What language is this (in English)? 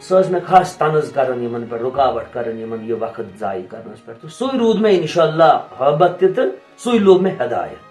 Kashmiri